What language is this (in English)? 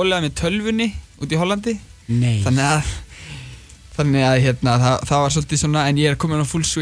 Icelandic